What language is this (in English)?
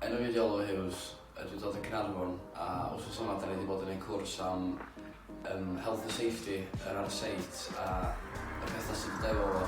Welsh